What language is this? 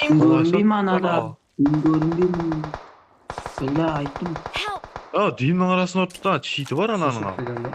Kara-Kalpak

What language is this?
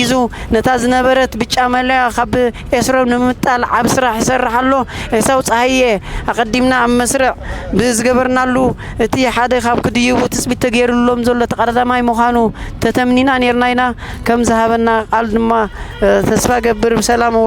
Tigrinya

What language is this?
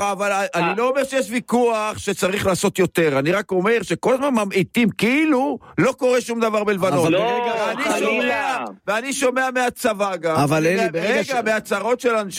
Hebrew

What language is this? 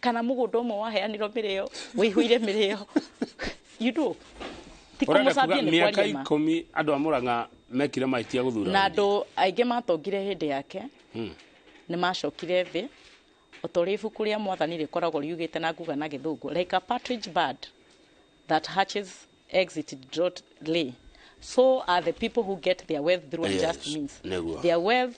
Kikuyu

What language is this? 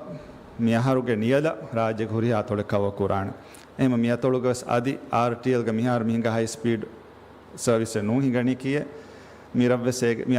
Divehi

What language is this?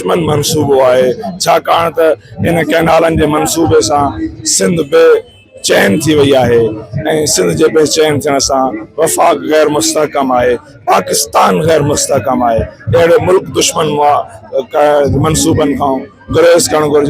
Sindhi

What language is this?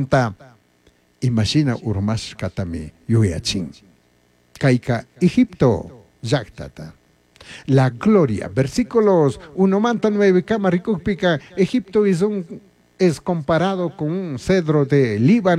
Chimborazo Highland Quichua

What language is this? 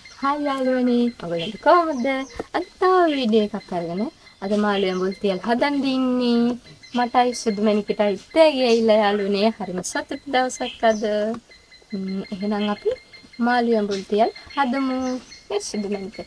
Sinhala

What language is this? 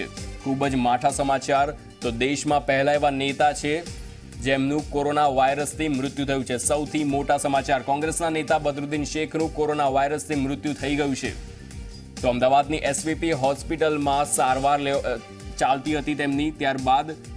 Gujarati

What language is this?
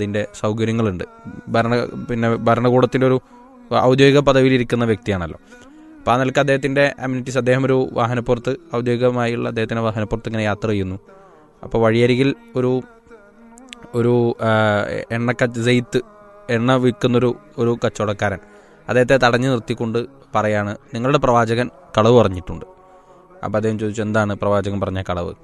Malayalam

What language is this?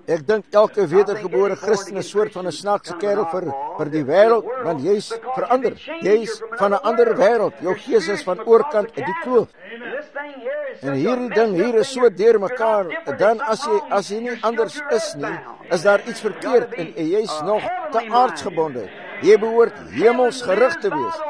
Afrikaans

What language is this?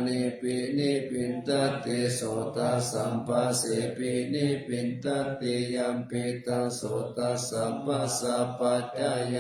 Pali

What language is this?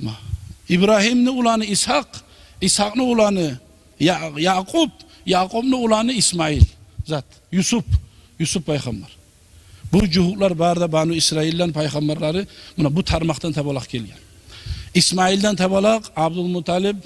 Kumyk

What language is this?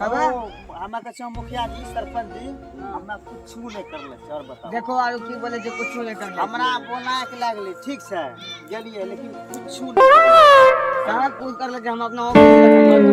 Maithili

